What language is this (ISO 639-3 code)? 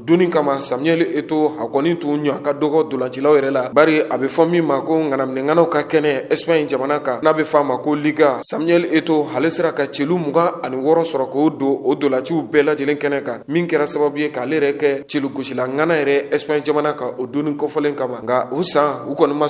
bam